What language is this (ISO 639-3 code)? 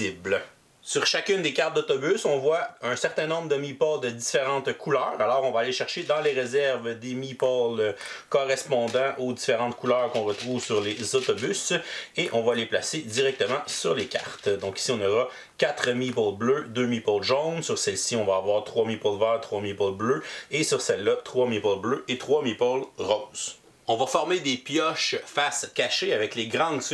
fra